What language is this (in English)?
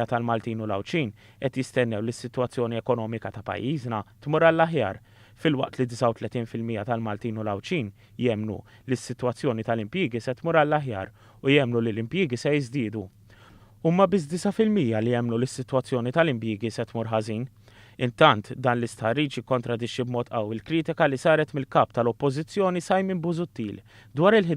Maltese